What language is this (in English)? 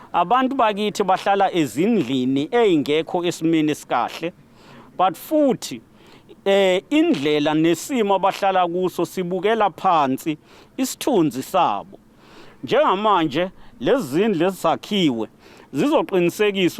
Zulu